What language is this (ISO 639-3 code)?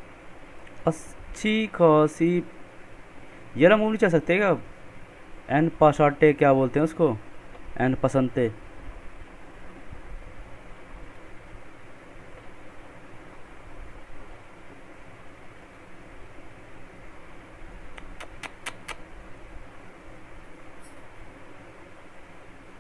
hin